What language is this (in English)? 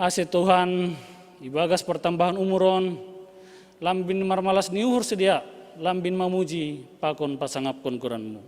Batak Simalungun